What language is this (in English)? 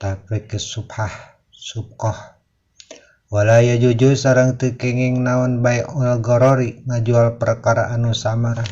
Sundanese